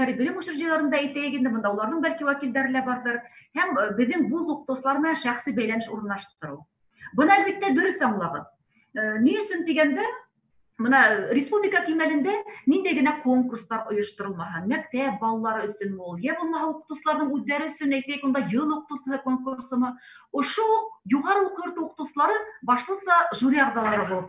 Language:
Bashkir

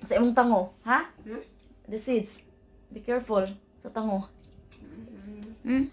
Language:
Cebuano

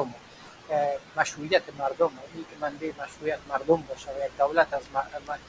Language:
Persian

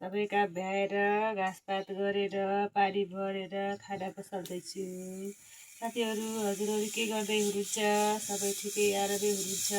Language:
Nepali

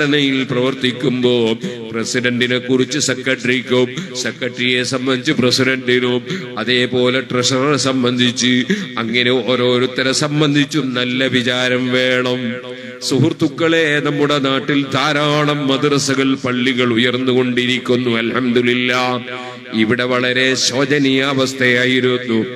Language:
Malayalam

